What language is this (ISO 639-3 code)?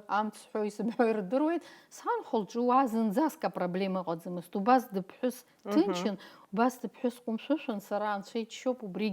abk